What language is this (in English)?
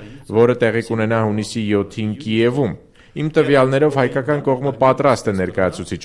Armenian